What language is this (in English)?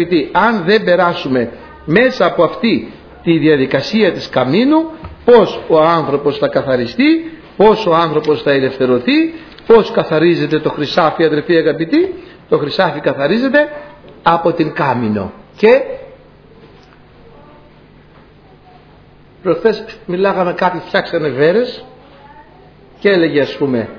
Greek